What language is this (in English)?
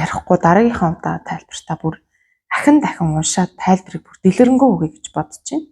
Mongolian